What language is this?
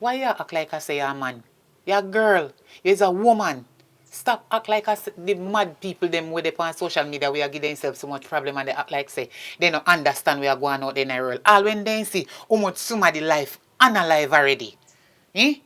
Jamaican Creole English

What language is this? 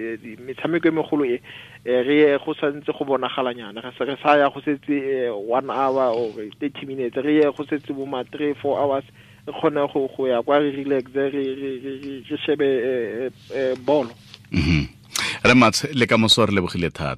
Tswana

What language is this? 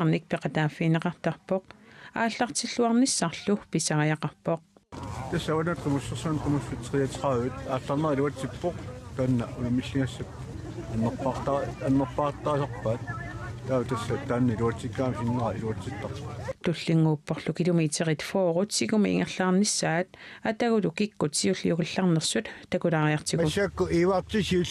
Kalaallisut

